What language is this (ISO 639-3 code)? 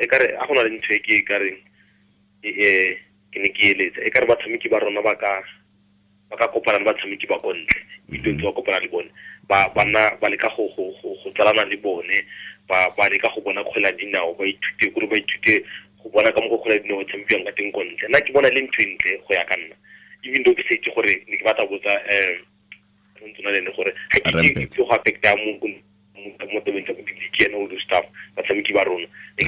tsn